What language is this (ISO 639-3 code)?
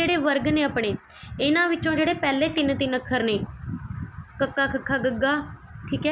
pan